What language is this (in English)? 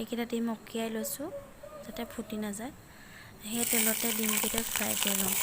Assamese